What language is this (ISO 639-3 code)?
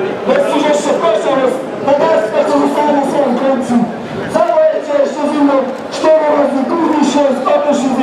szl